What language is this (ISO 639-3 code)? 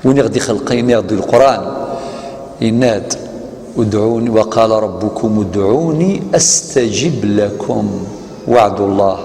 kab